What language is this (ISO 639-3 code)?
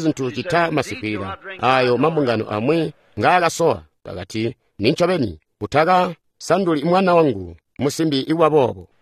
toi